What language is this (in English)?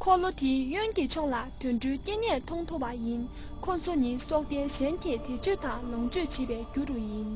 Tibetan